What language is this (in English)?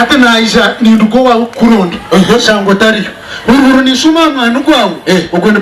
Nyankole